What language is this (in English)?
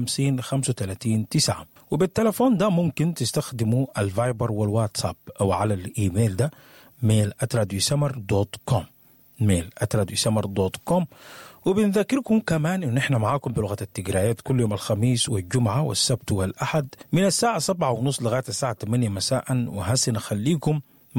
Sudanese Arabic